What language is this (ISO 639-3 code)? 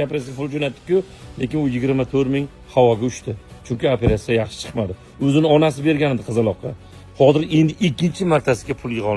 uzb